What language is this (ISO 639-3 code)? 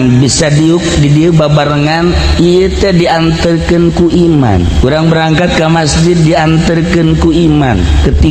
sun